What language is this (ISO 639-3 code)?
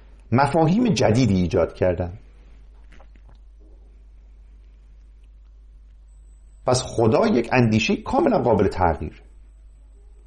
fas